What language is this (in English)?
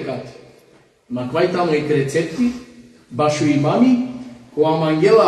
Balkan Romani